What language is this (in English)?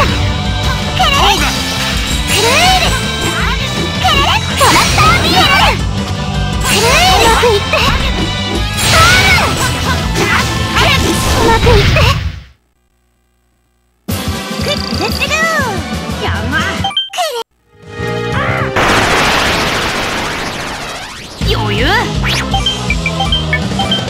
Japanese